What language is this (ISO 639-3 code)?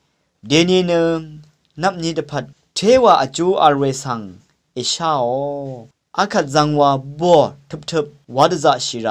raw